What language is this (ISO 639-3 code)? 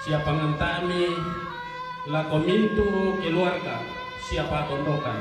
sda